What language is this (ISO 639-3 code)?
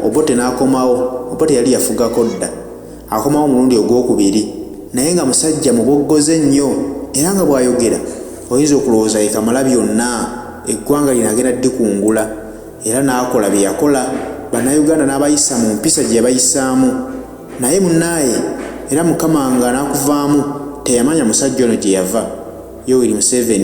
lug